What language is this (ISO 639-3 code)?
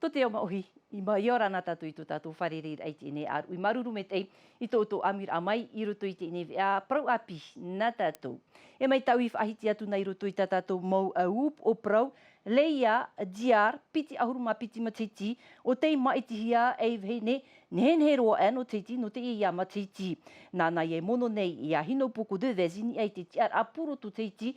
tah